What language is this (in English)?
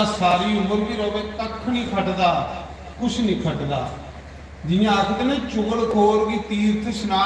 Dogri